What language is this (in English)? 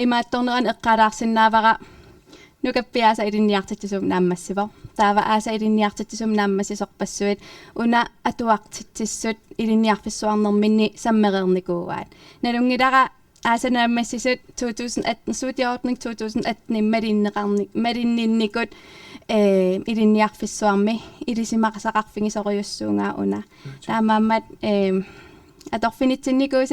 Kalaallisut